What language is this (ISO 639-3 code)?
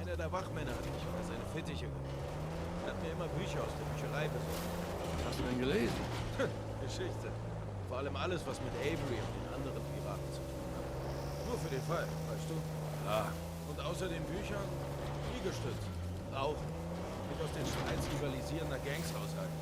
gsw